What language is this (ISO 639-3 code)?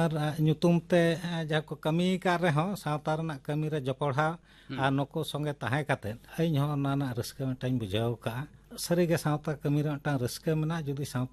sat